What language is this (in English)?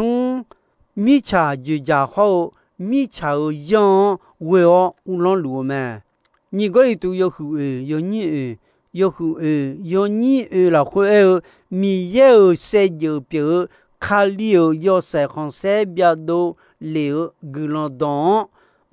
Akha